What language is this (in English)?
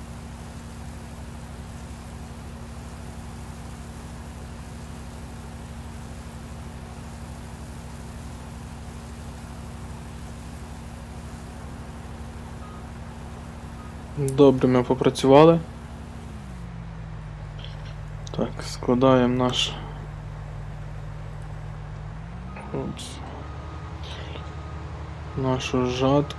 Ukrainian